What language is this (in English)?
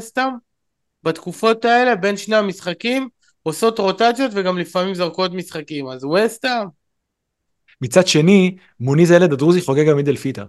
Hebrew